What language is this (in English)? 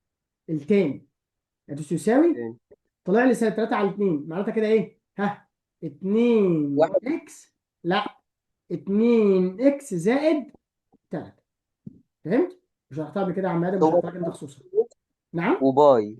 Egyptian Arabic